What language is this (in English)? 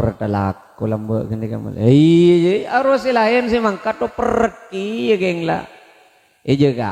Madurese